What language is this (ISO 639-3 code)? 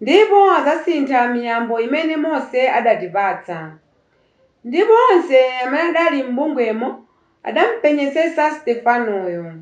nya